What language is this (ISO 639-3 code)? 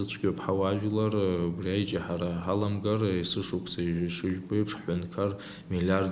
abk